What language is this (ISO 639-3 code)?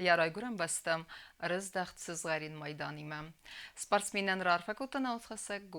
oss